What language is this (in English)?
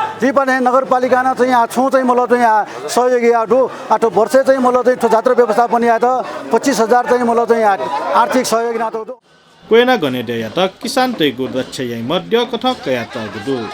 Newari